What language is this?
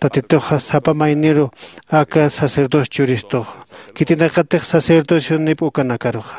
Aymara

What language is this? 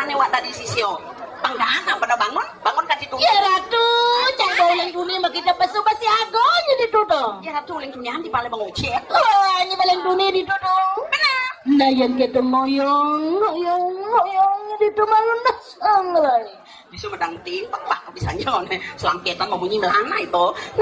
Balinese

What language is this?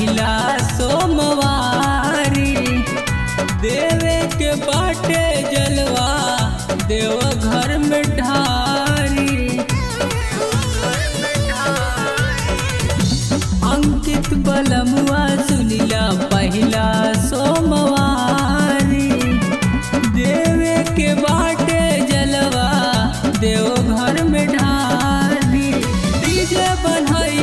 Bhojpuri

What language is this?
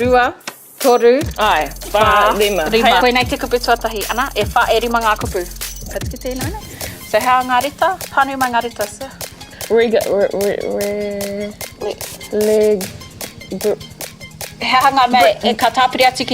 Māori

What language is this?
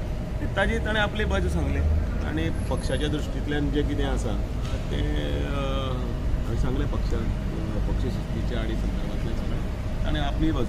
Konkani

